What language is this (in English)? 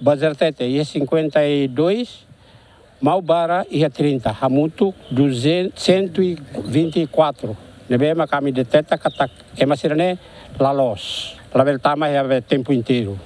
Tetum